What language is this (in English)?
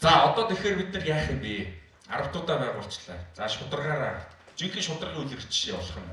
Mongolian